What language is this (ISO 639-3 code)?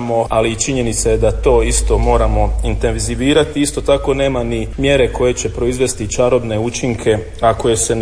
hrv